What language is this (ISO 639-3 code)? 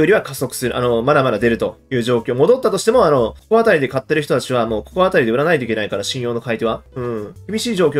jpn